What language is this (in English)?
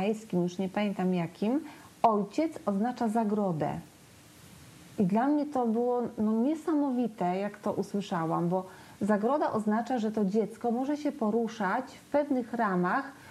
Polish